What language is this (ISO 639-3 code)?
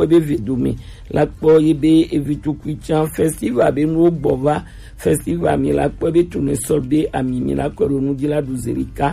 gej